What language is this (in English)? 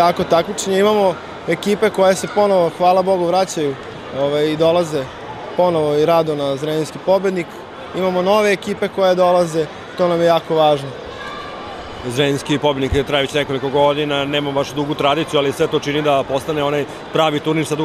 Serbian